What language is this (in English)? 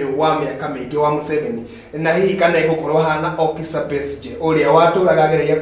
Kikuyu